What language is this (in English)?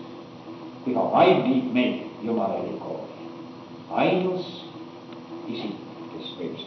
Estonian